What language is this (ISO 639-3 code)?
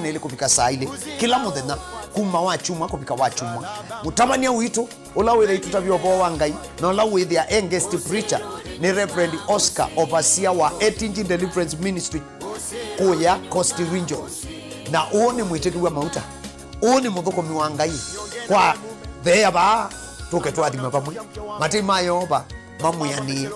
kam